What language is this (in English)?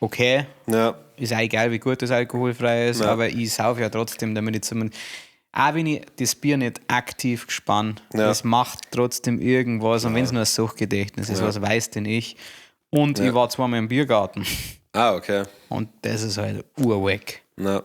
Bavarian